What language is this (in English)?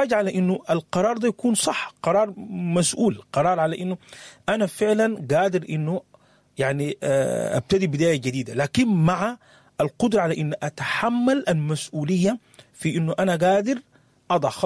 Sudanese Arabic